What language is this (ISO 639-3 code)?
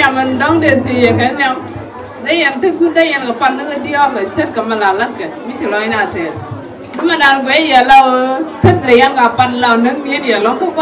nus